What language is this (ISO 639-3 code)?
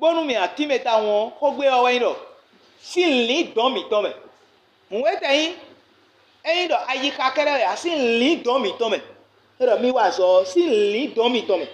fon